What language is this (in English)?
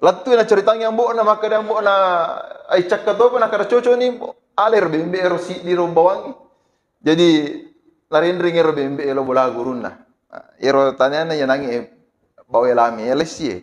Buginese